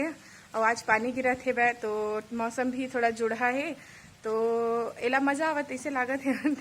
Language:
Chhattisgarhi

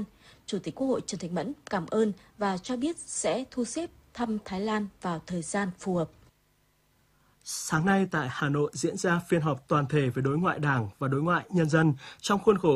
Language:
Vietnamese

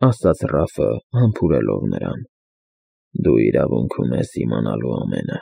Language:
Armenian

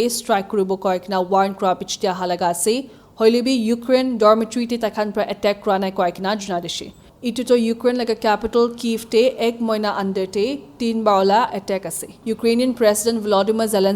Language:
Naga Pidgin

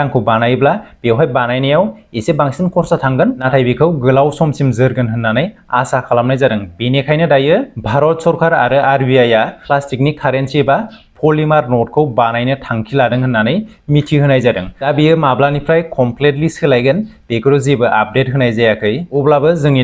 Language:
Bodo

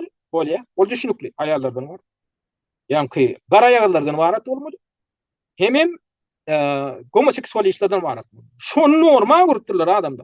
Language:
Turkmen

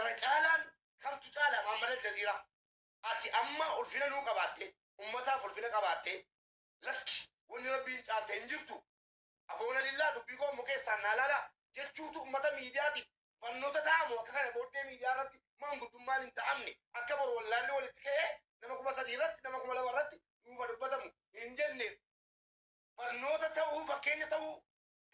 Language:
Oromo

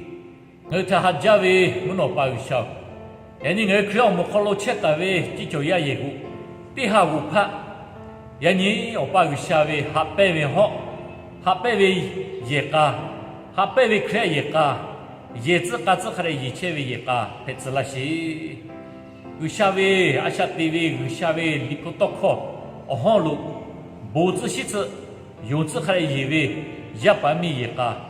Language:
Lahu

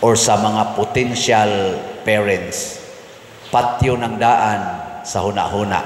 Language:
Cebuano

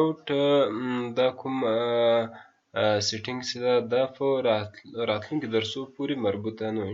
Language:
Pashto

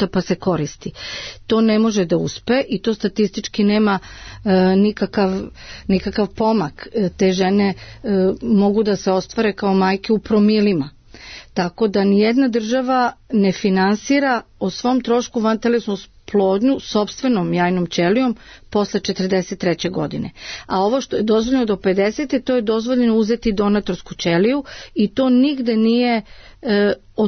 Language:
Serbian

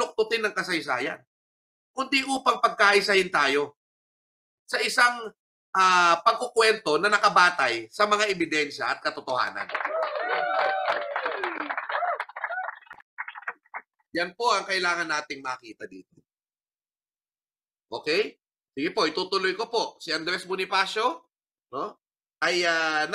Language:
Filipino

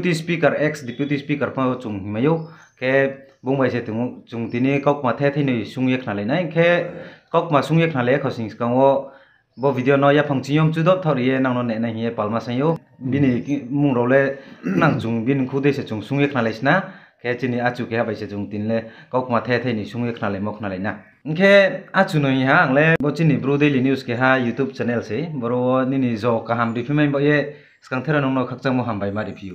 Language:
Riang (India)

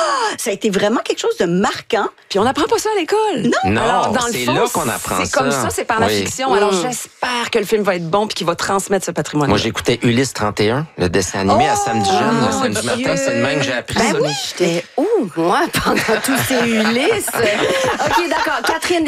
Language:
French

